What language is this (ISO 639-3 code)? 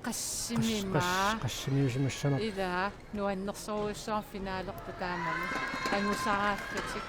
kal